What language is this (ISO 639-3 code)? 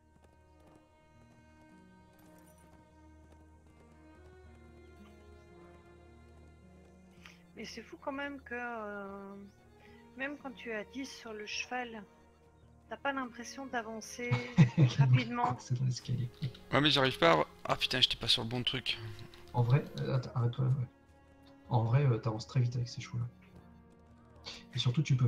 fra